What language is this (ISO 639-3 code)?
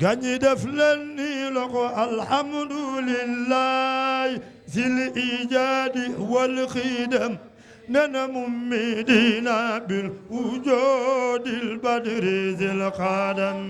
wol